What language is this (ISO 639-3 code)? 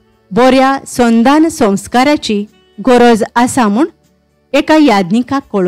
kok